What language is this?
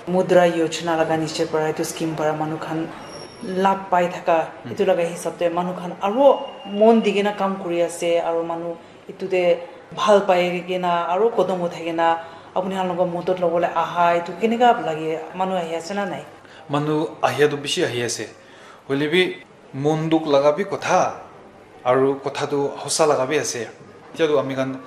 Naga Pidgin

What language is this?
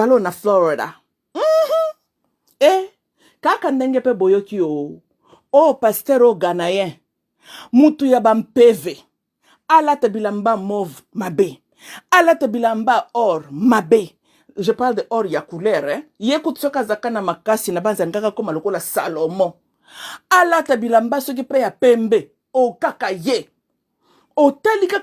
Lingala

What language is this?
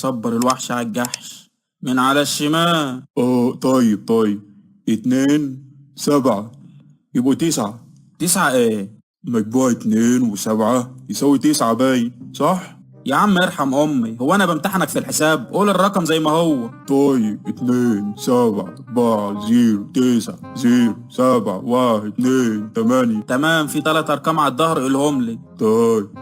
Egyptian Arabic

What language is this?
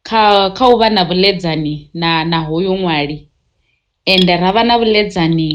Venda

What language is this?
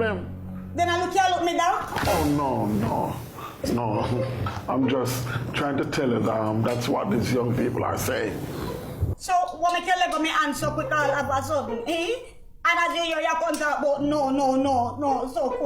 Jamaican Creole English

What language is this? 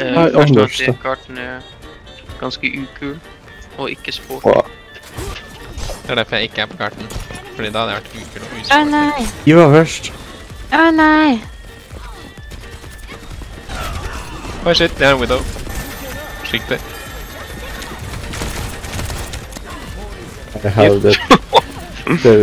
Norwegian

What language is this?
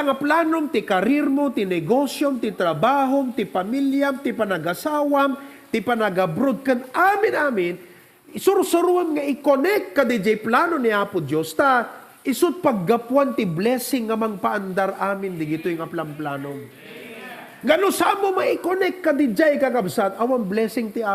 Iloko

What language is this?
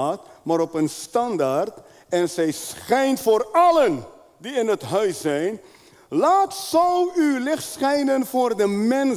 Dutch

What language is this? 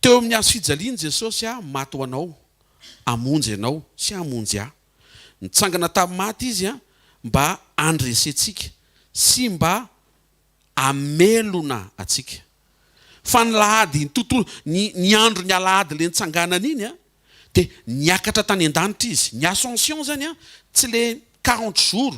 Malagasy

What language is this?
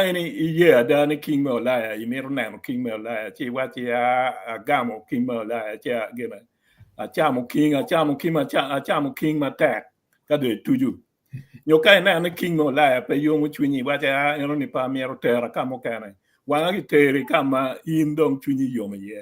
Acoli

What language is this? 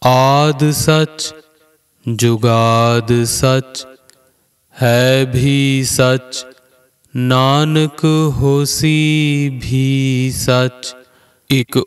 Punjabi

